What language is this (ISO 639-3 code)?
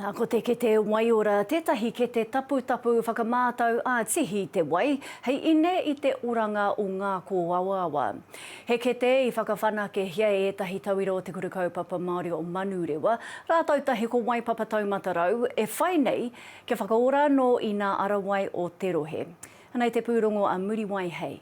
mri